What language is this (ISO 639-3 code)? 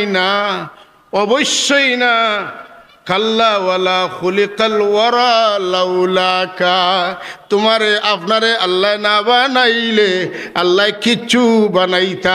syl